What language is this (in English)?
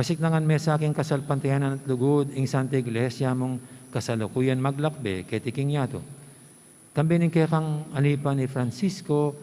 Pampanga